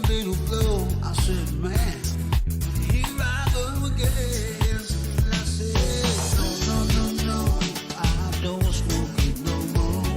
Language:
Pohnpeian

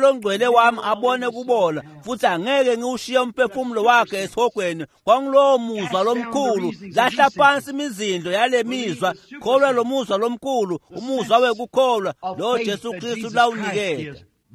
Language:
Swati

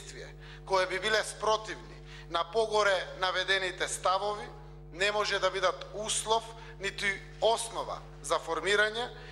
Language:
Macedonian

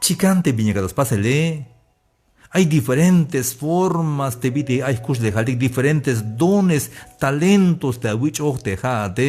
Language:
Tzeltal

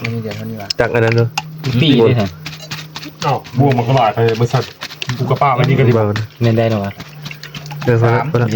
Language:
Northeastern Thai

